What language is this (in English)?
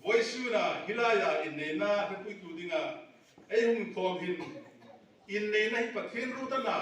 Hmar